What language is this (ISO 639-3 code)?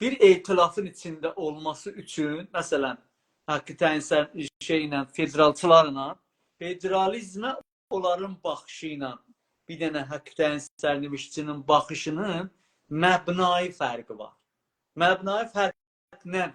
azb